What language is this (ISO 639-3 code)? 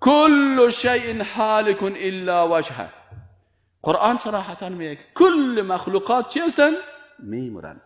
fas